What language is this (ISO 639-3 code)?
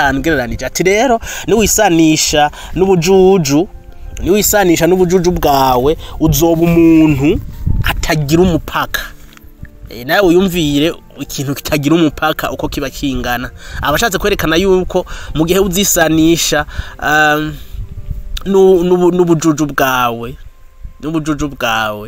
run